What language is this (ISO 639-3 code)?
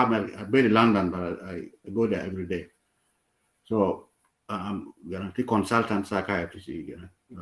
ach